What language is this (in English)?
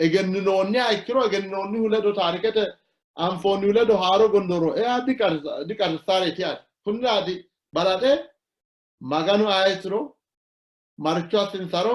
Sidamo